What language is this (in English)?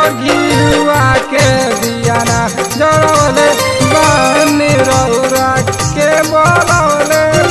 Bhojpuri